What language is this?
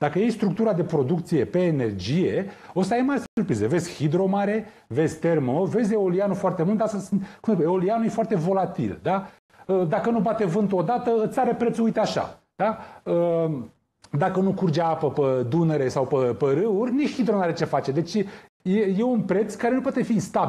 Romanian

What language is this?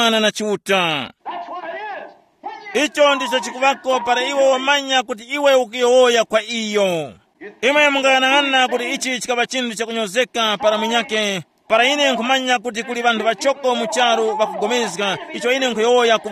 Tumbuka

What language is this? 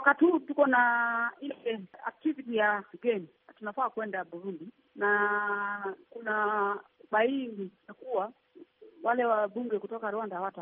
Swahili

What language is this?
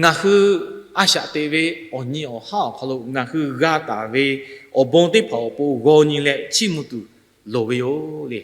Lahu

